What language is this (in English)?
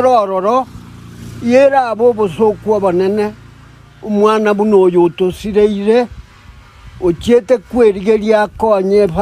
Gusii